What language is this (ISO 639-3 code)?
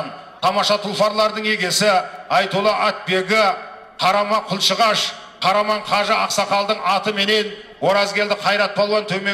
kaz